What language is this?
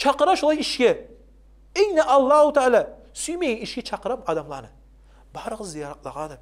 Kumyk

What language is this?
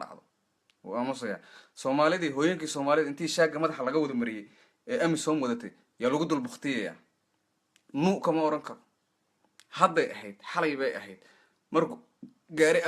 Somali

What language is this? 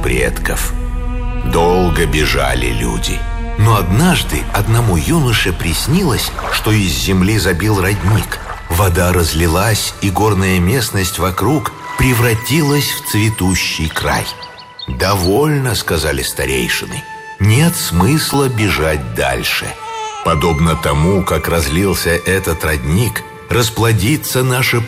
Russian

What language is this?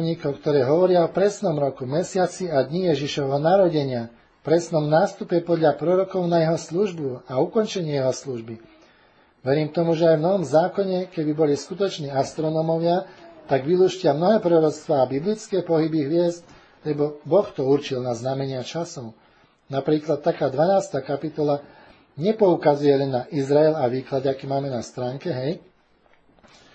Slovak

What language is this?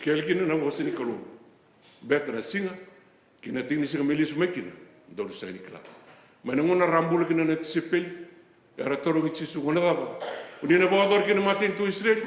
Fijian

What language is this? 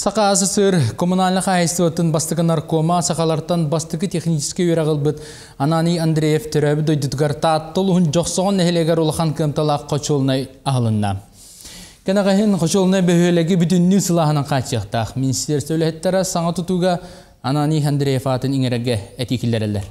Yakut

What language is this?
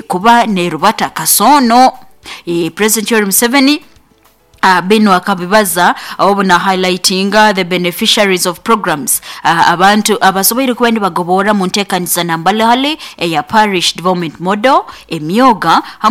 Nyoro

